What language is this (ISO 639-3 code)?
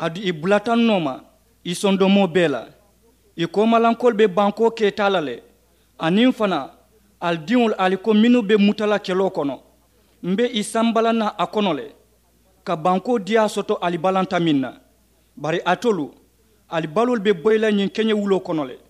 man